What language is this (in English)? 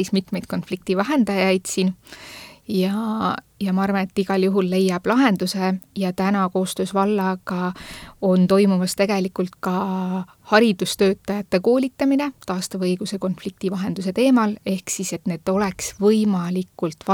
Estonian